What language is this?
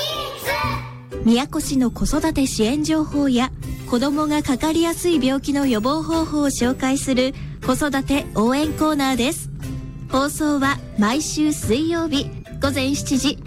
Japanese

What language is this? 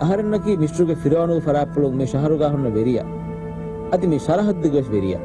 Divehi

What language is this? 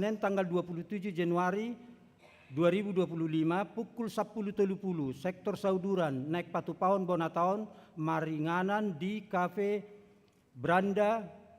Batak Toba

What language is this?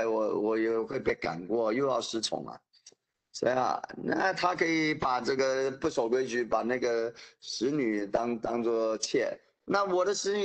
Chinese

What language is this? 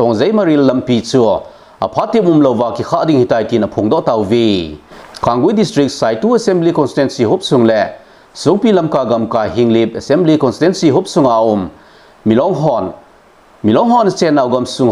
Thado Chin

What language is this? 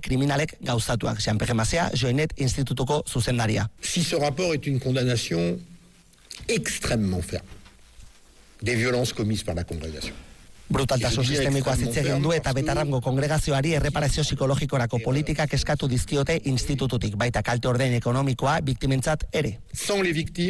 Basque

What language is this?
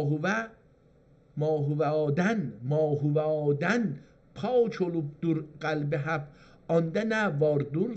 South Azerbaijani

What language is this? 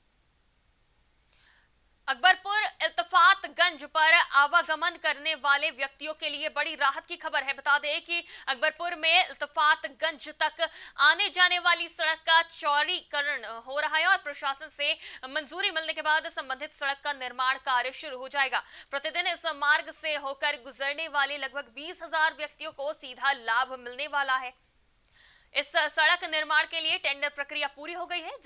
Hindi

